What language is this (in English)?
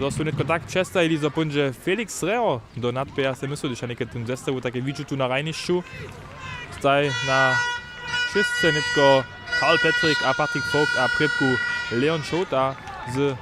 Upper Sorbian